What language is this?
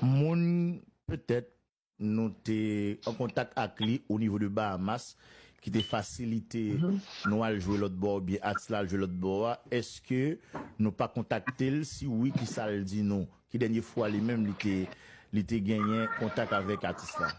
Haitian Creole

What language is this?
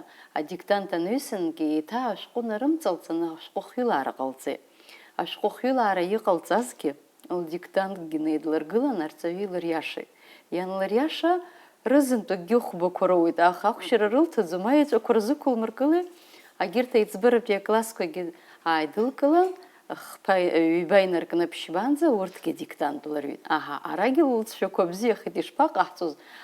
Abkhazian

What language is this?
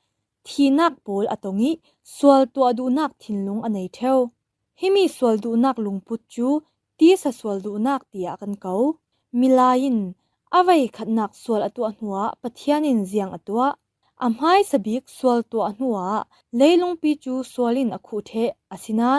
Falam Chin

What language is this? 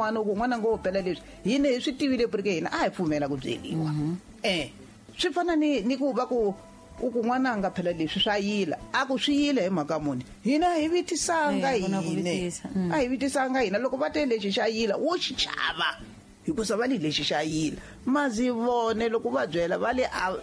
Tsonga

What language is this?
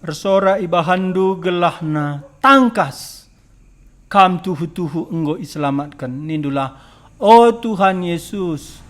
Batak Karo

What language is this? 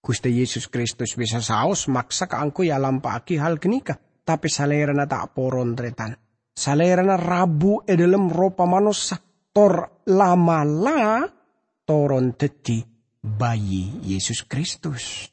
Madurese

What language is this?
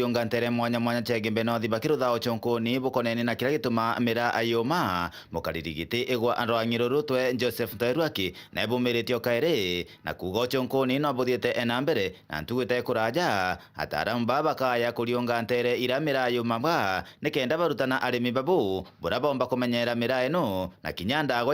Meru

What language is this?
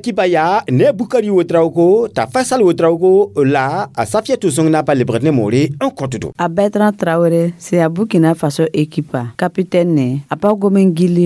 Mossi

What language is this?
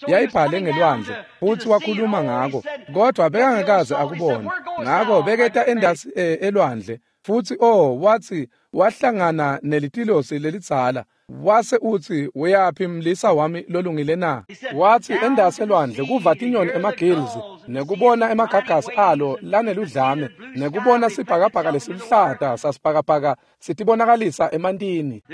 Swati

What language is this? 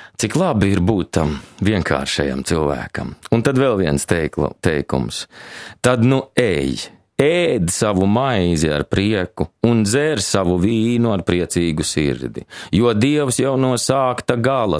Latvian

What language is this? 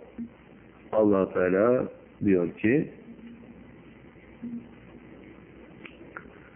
Turkish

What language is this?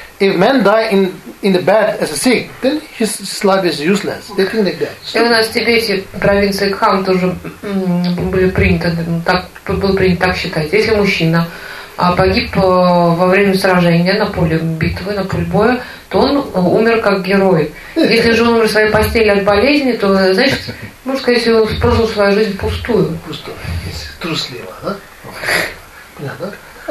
Russian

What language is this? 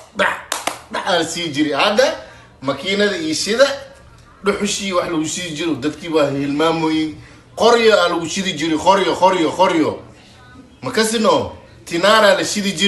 Somali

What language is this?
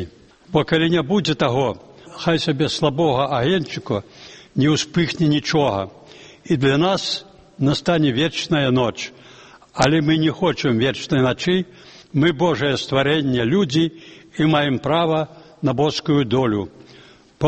Belarusian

